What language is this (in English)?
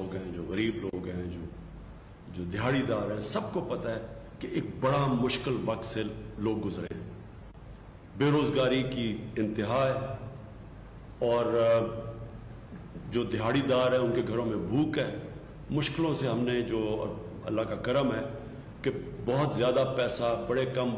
Urdu